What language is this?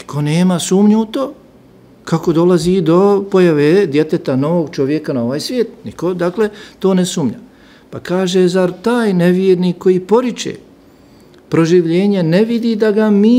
Bosnian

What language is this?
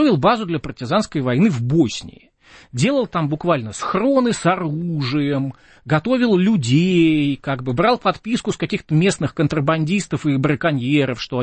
Russian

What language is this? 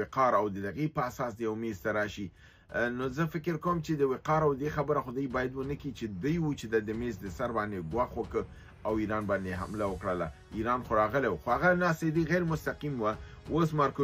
Pashto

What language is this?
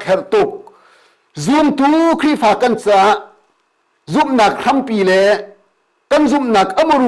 Hakha Chin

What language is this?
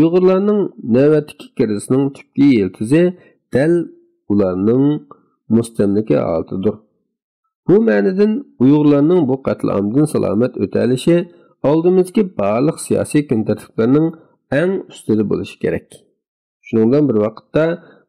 Uyghur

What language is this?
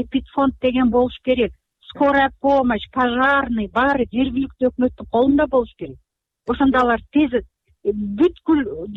Kyrgyz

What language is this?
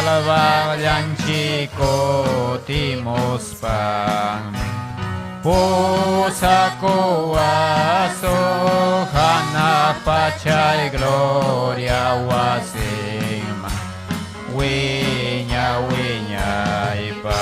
Ayacucho Quechua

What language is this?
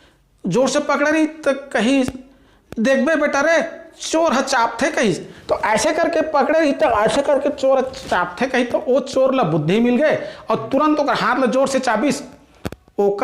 Chhattisgarhi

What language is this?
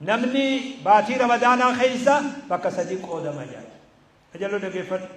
Oromo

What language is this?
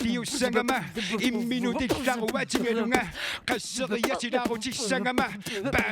Kalaallisut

